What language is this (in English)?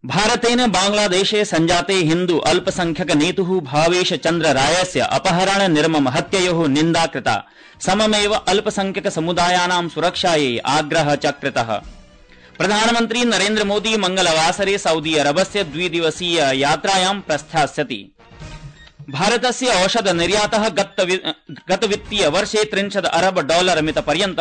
Sanskrit